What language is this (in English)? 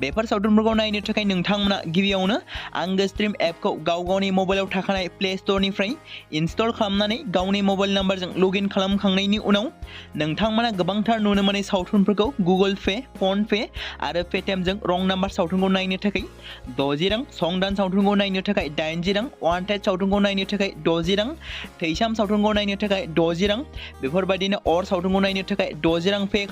Bodo